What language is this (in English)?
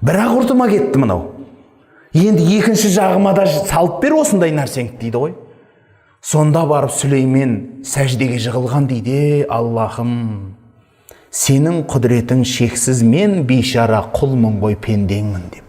Kazakh